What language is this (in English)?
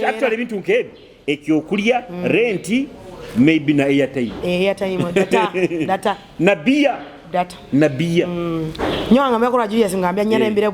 Nyoro